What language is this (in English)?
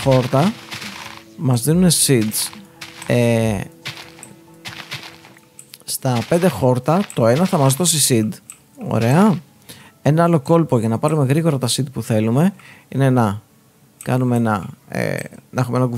Greek